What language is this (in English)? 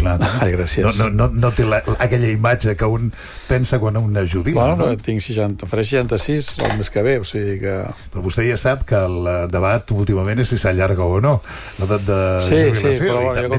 Catalan